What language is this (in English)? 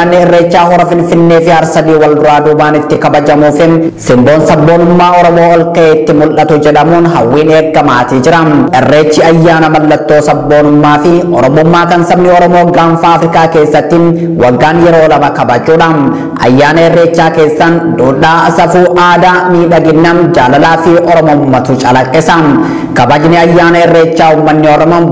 Oromo